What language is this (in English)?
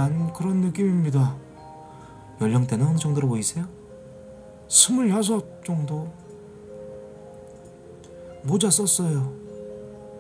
Korean